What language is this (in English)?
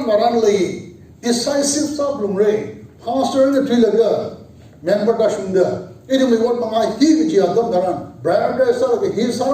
Tangkhul Naga (India)